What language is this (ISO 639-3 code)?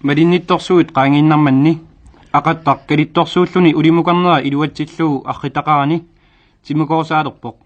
kal